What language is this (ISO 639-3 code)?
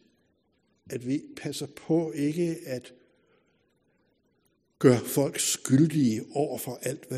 dan